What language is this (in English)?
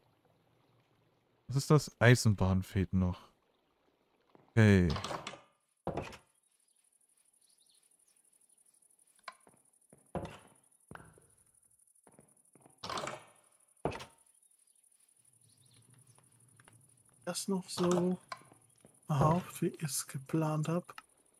German